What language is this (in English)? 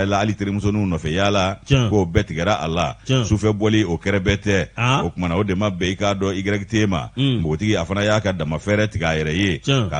Bambara